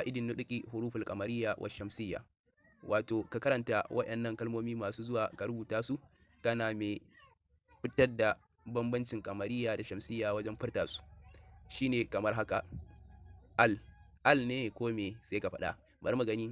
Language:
Hausa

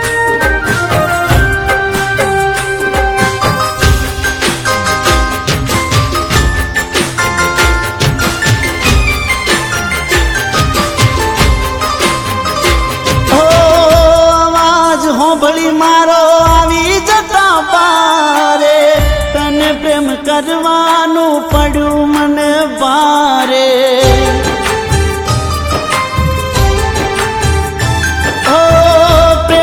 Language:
Gujarati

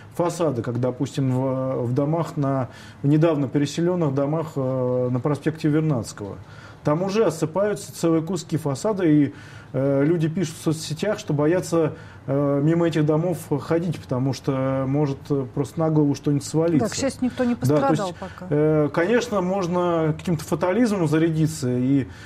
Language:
Russian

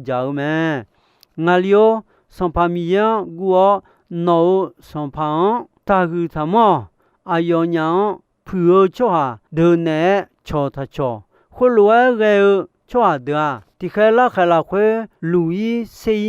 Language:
Akha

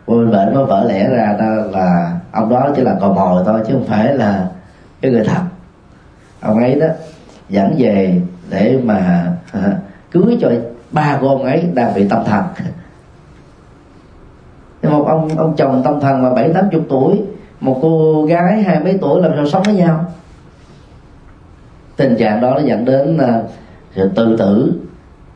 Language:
Vietnamese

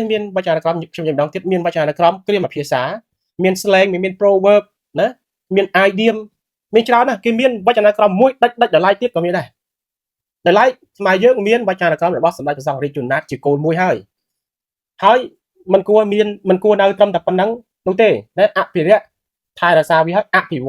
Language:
Khmer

